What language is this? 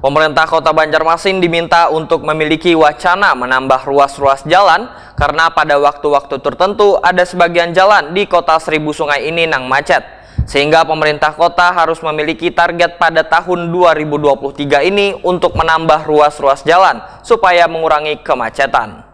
Banjar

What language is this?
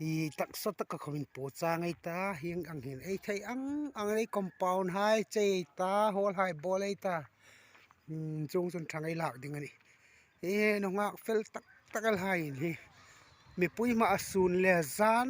Hmar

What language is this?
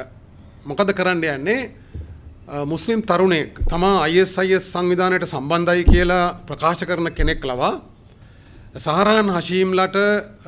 Sinhala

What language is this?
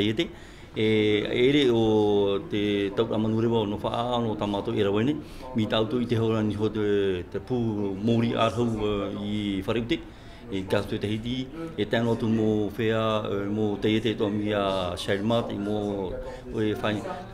Tahitian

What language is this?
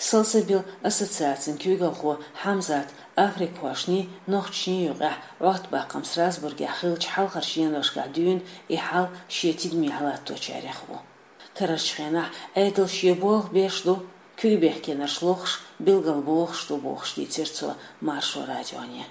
Chechen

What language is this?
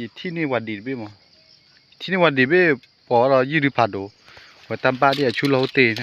S'gaw Karen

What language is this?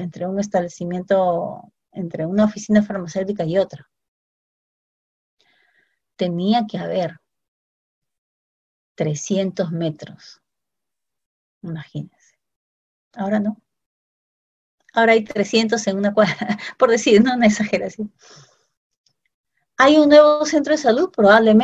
Spanish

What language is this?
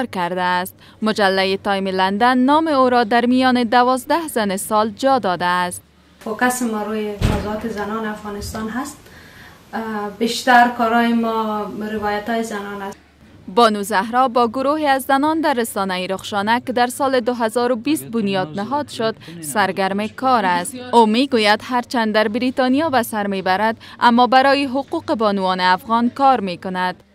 Persian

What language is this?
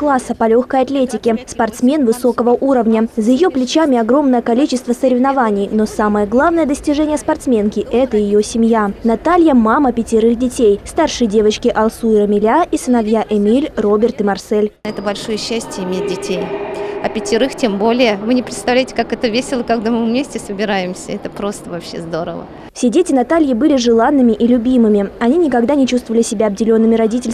Russian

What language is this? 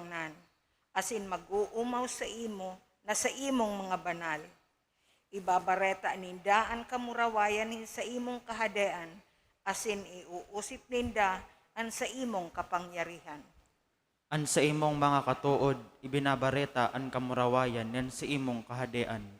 Bikol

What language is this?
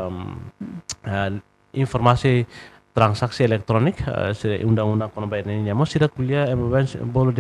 Tetum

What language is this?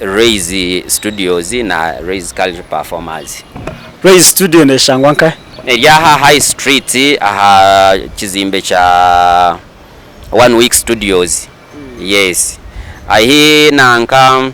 Nyankole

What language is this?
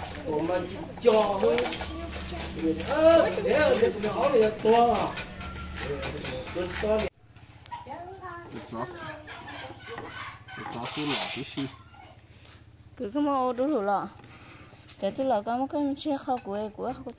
Vietnamese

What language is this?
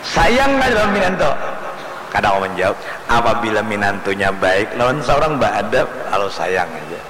Banjar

